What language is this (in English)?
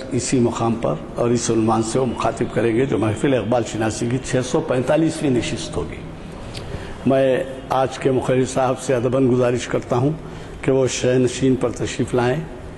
Urdu